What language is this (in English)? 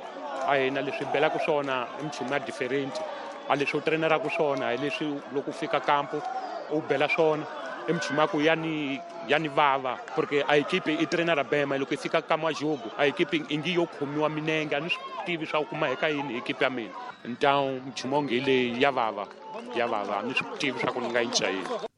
Tsonga